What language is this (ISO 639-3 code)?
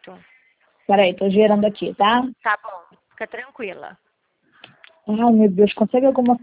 por